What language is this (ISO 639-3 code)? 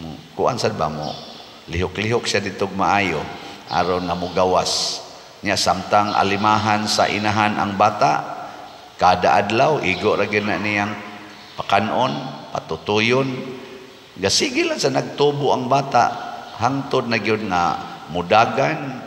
ceb